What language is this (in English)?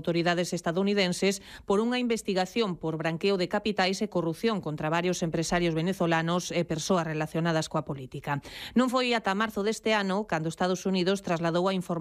Galician